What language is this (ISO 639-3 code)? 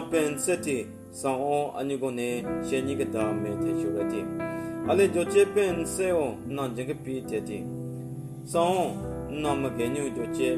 nre